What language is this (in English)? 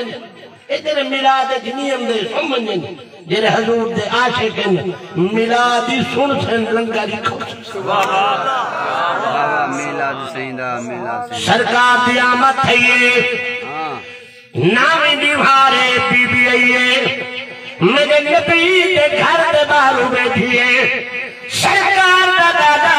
Saraiki